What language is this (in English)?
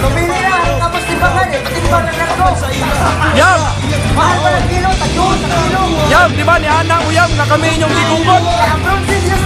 Cebuano